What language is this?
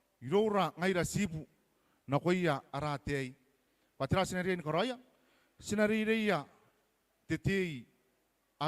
Gilbertese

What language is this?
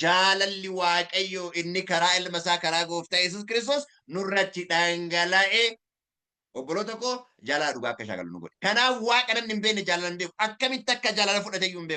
Oromo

